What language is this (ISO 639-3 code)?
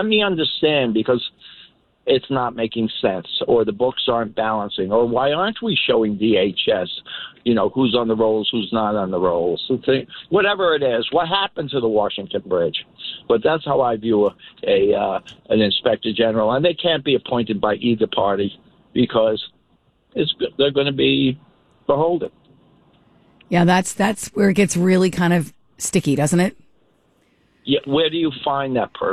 eng